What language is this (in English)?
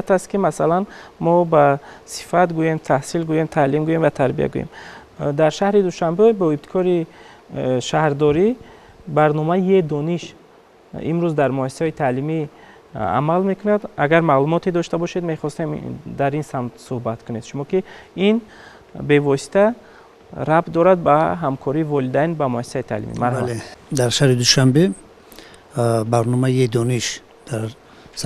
Tajik